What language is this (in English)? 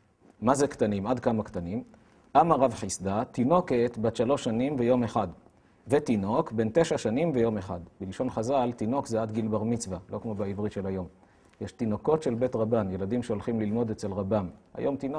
Hebrew